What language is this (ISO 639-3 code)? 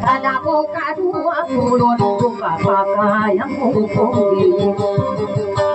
ind